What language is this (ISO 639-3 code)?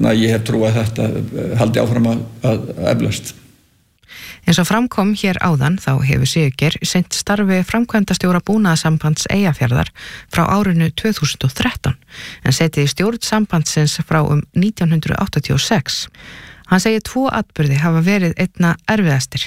isl